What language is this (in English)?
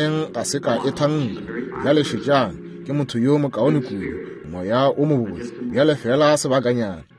Northern Sotho